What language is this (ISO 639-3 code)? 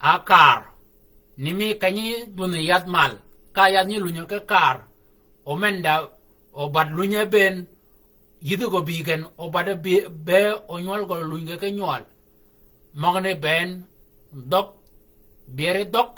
shk